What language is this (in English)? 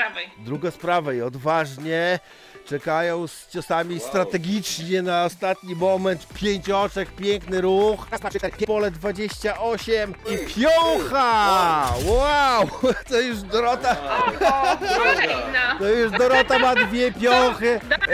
Polish